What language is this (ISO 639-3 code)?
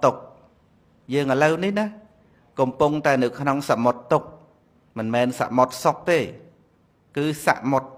khm